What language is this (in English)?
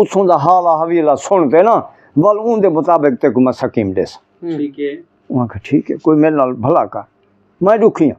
Saraiki